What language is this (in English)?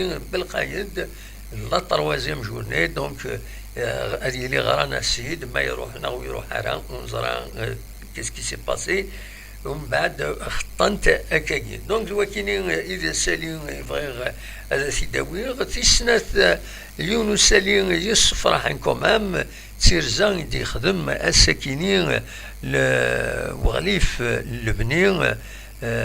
Kabyle